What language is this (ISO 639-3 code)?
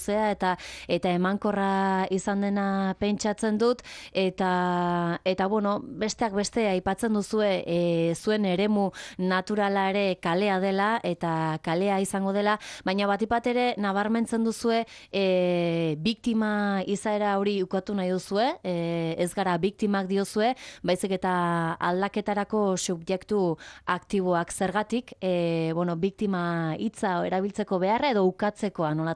eus